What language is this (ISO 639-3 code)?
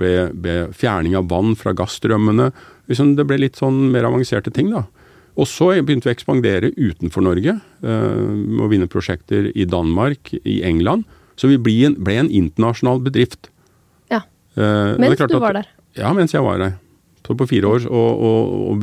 nor